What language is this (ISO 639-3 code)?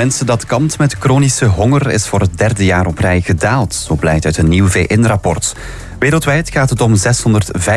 nld